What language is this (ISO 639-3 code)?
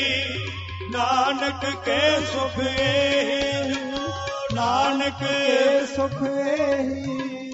pan